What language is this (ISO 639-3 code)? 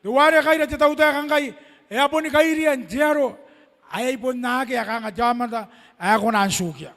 gil